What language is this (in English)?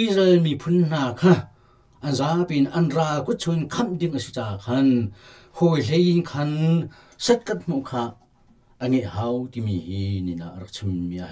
Hakha Chin